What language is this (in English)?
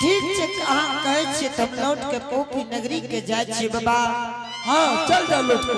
Angika